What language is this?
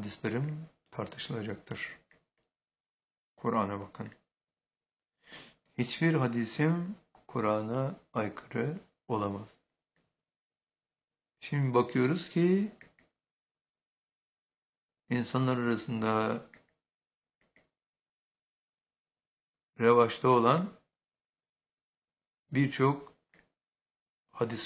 Turkish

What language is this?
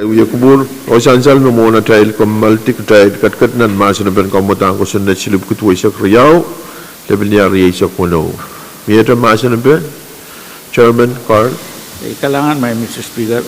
Pohnpeian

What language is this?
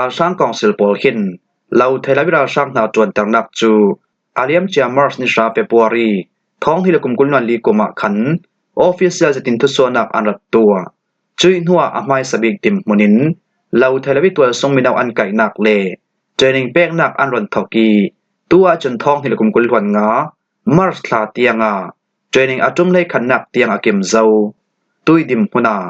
Falam Chin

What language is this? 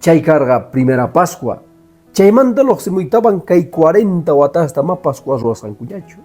Quechua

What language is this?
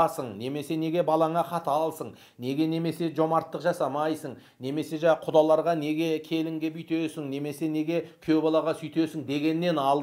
Kazakh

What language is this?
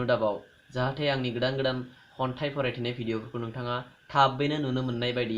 Bodo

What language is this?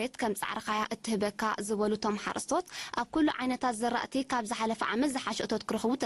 Tigrinya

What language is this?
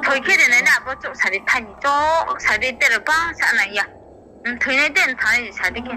Riang (India)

